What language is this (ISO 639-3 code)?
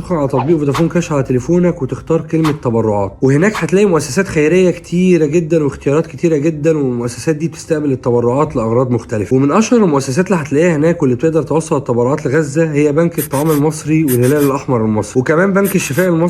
arz